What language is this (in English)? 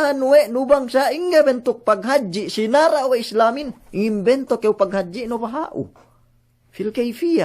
Yakan